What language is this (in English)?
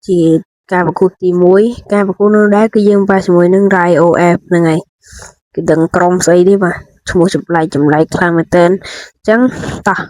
Khmer